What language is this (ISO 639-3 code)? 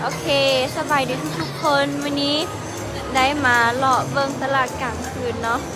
lao